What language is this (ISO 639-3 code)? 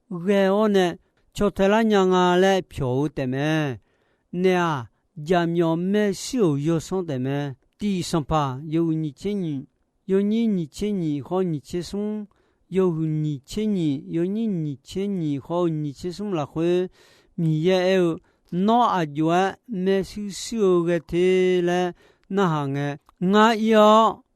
ahk